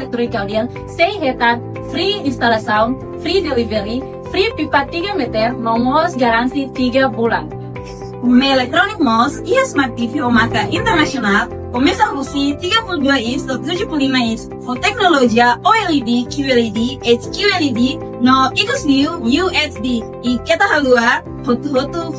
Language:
Tetum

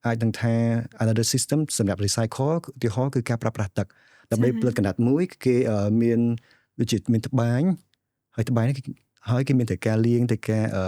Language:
Khmer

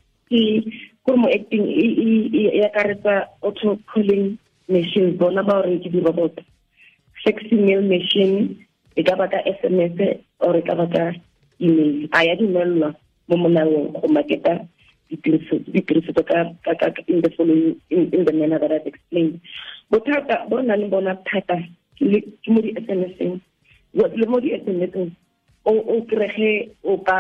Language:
Tswana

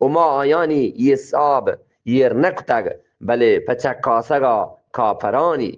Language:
Eastern Balochi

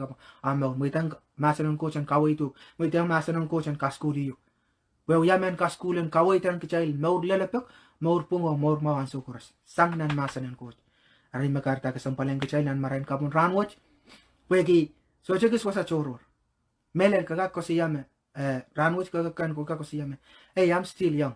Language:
Pohnpeian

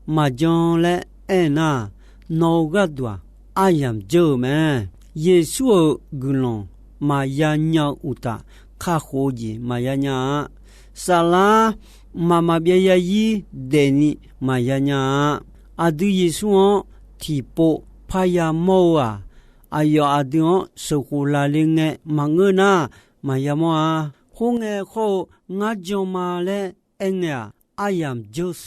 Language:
Akha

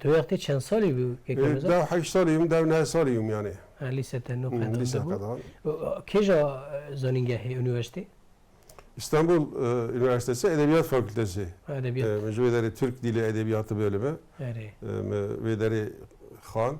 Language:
Kurdish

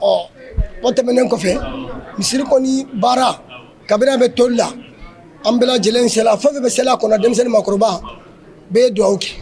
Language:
Bambara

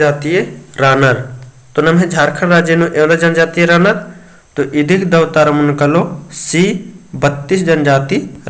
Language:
Kurukh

